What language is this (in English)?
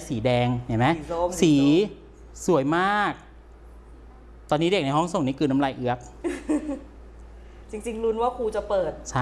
Thai